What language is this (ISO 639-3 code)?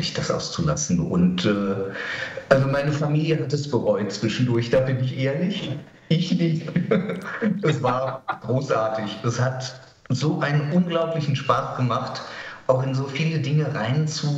deu